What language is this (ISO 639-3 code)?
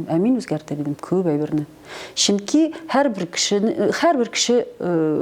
tat